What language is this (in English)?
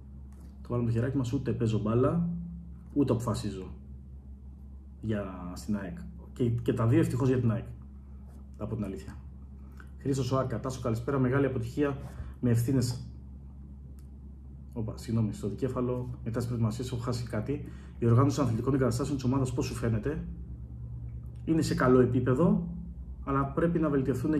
Greek